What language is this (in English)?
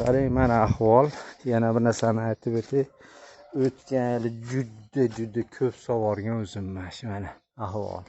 Uzbek